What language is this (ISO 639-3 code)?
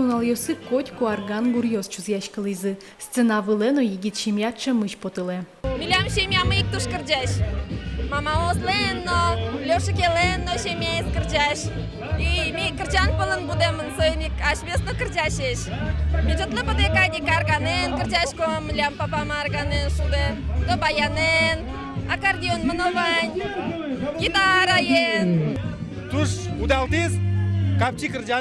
udm